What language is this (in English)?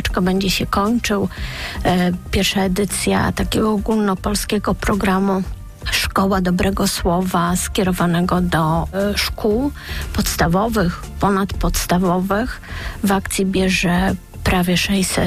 Polish